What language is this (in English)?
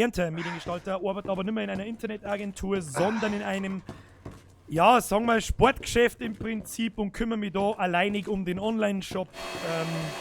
Bavarian